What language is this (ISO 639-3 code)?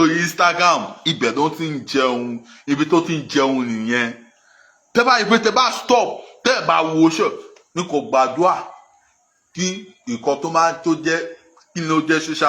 yor